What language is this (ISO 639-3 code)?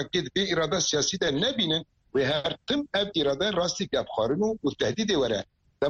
kur